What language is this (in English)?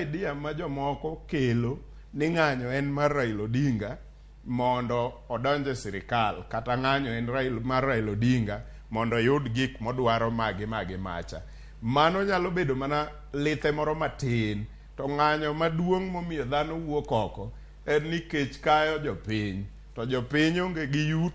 Luo (Kenya and Tanzania)